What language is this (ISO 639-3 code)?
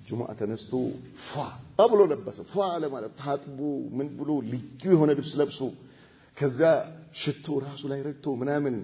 amh